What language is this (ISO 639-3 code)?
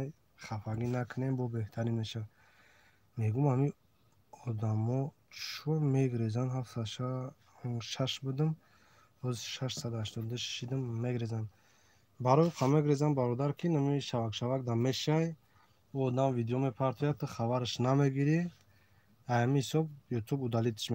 tgk